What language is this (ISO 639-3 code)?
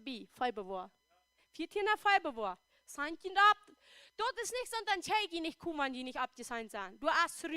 pdt